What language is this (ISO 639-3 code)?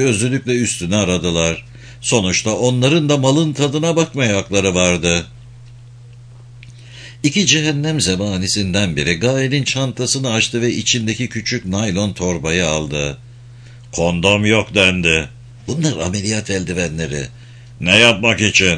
tur